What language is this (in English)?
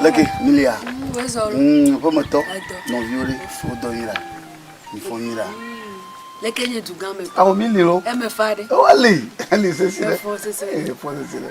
Ewe